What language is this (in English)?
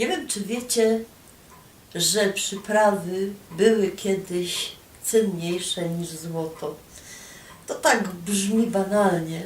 Silesian